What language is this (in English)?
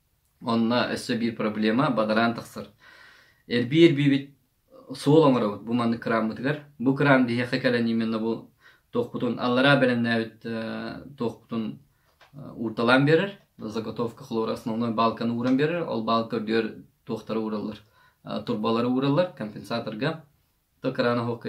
Yakut